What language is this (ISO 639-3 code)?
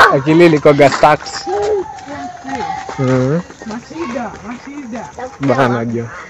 swa